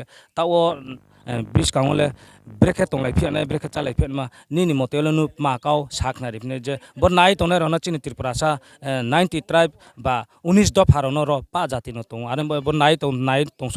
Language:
Riang (India)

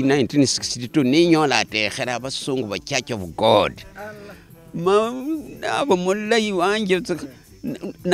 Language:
Luyia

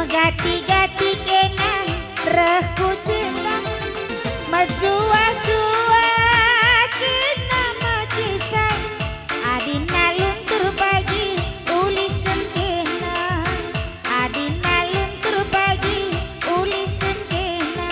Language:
Batak Karo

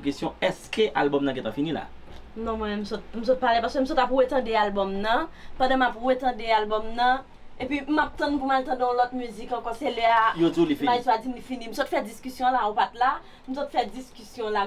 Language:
Haitian Creole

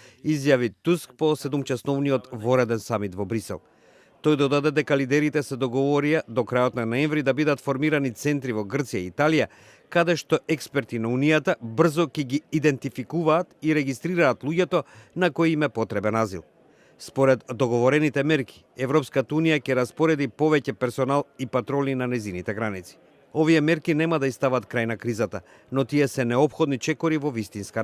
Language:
Macedonian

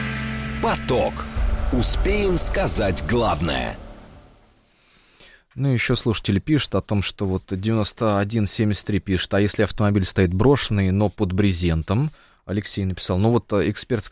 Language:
Russian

